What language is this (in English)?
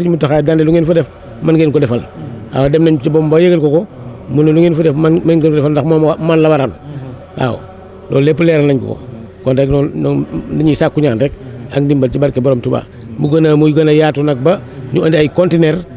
Wolof